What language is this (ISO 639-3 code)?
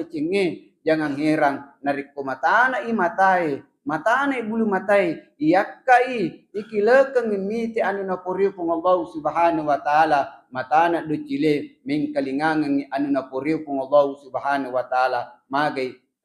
bug